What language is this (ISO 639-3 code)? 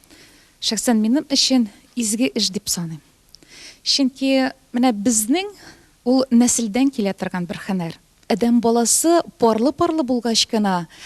tat